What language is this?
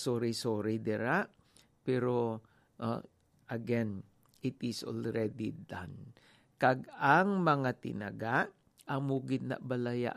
Hiligaynon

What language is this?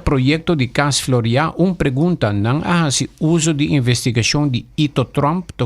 Papiamento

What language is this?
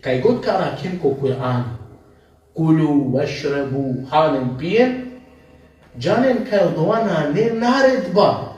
Balkan Romani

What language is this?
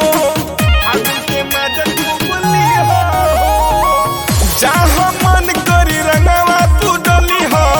Bhojpuri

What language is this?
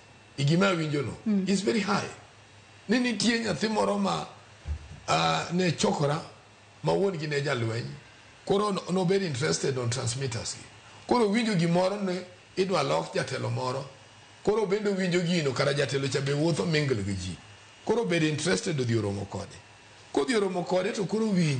Luo (Kenya and Tanzania)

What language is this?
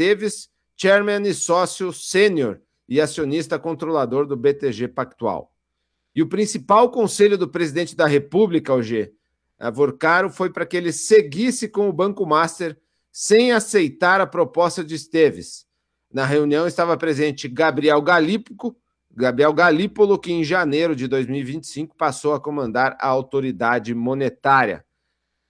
Portuguese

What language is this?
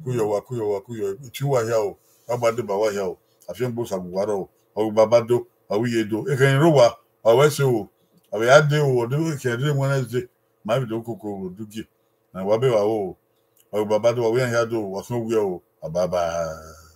Bini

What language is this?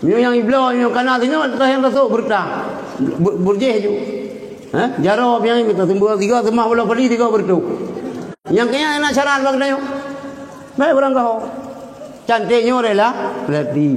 Achinese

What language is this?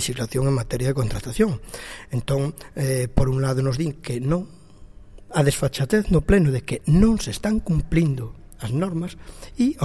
Galician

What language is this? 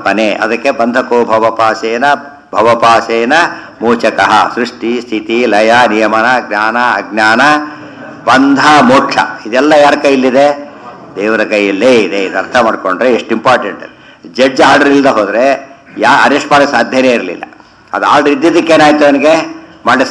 Kannada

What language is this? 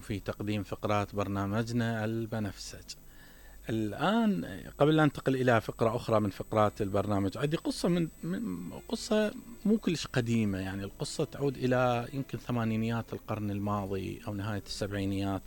Mesopotamian Arabic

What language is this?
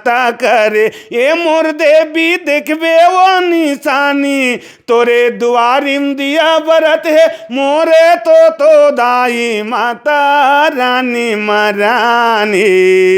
Chhattisgarhi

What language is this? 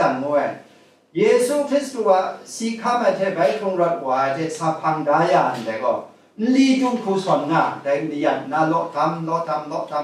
Kachin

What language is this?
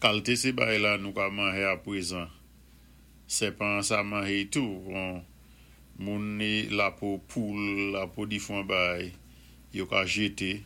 Saint Lucian Creole French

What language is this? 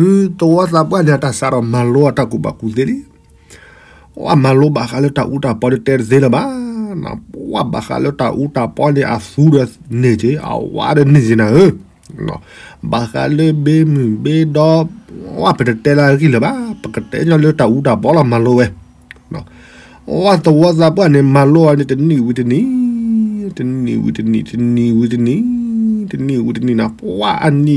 S'gaw Karen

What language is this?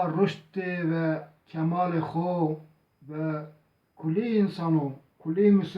Zaza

